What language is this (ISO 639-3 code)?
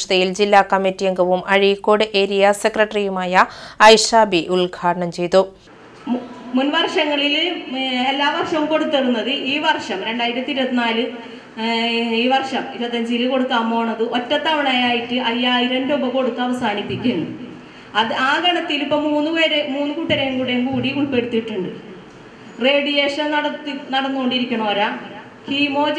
mal